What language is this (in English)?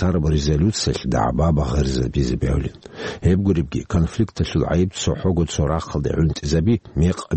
Avaric